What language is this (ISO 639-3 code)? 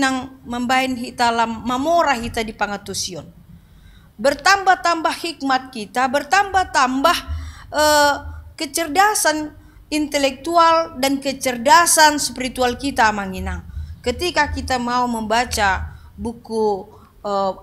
bbc